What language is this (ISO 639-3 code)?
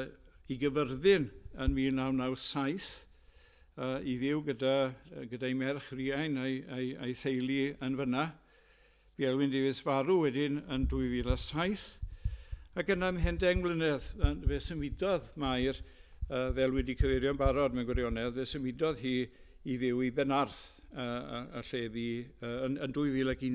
cym